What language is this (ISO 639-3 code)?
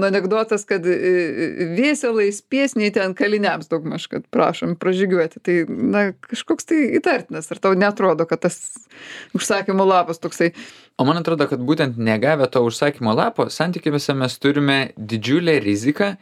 lit